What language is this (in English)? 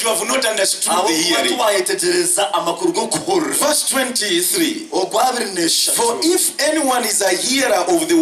Nyankole